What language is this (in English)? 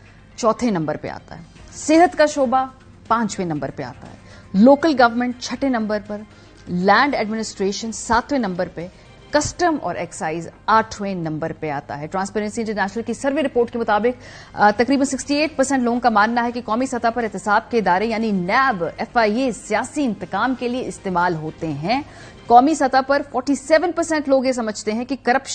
Urdu